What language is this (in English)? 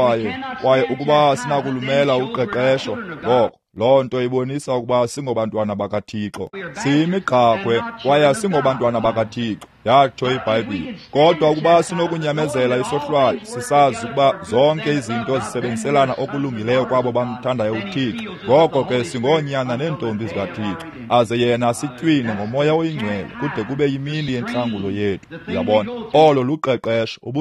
Xhosa